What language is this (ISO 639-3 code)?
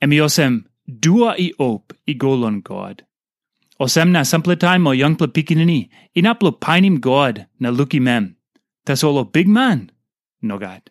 tpi